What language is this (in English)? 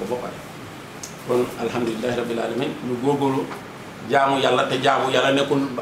Wolof